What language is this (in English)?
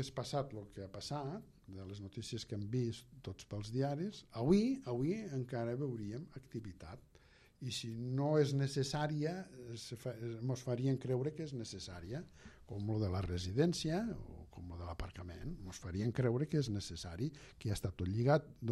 Catalan